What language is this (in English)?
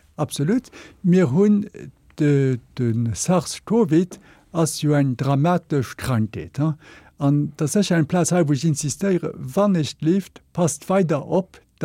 Luxembourgish